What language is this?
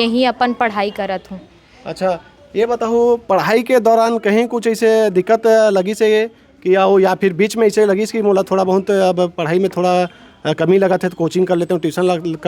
Chhattisgarhi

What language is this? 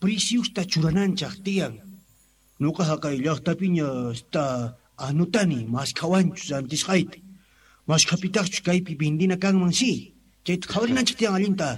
Quechua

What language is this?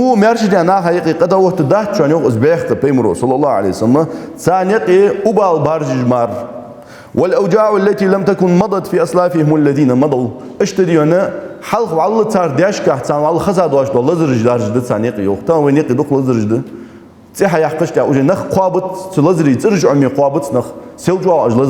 Ingush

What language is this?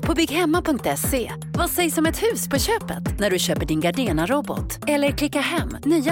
Swedish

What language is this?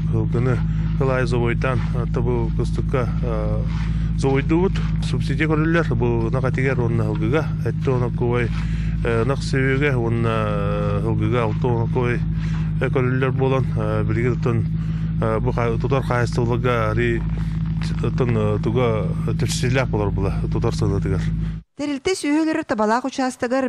Yakut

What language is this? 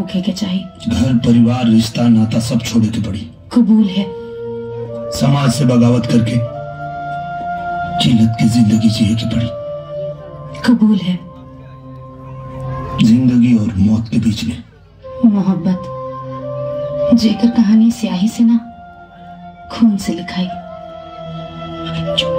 Bhojpuri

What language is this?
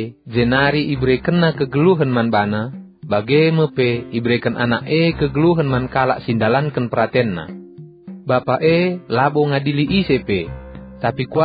Batak Karo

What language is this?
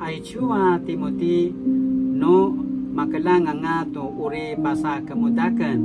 Paiwan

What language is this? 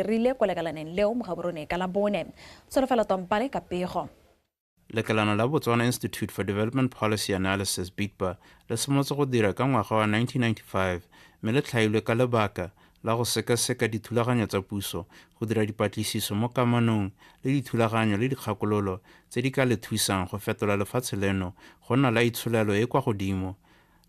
Tswana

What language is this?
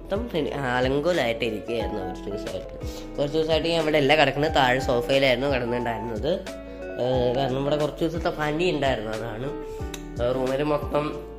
Malayalam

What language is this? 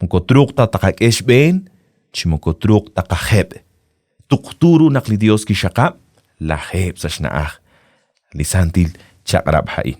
Kekchí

